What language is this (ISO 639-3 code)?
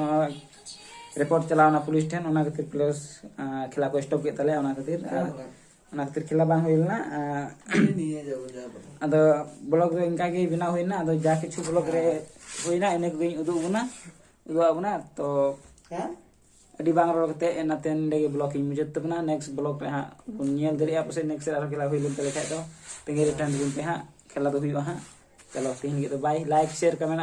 sat